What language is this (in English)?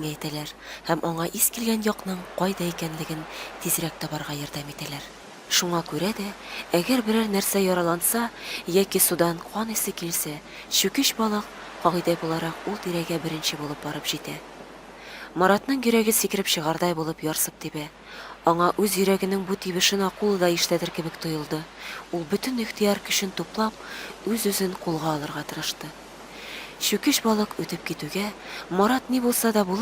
Tatar